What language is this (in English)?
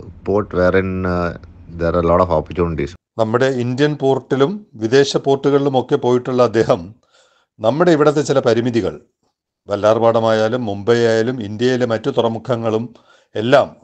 Malayalam